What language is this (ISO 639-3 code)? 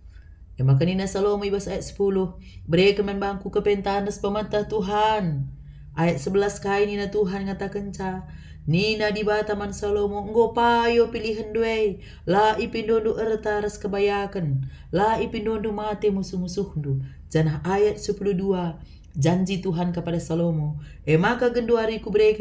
btx